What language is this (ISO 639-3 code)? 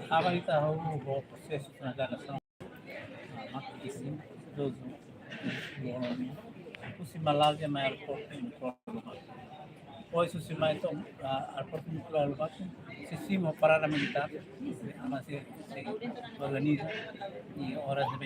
tet